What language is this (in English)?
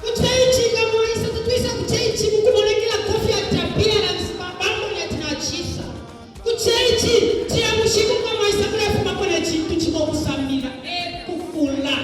Bemba